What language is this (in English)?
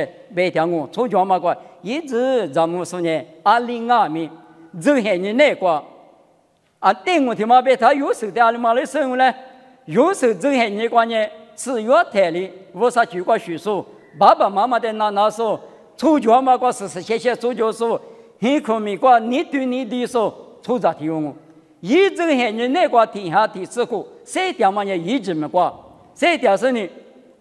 Lisu